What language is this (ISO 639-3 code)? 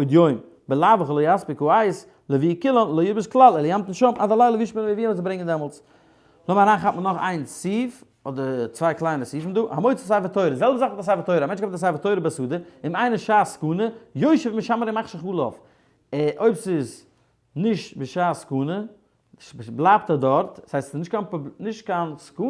yid